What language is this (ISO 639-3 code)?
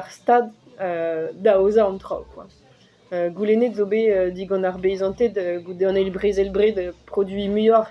bre